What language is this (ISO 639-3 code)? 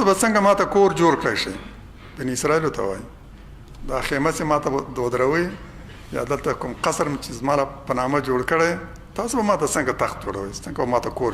pus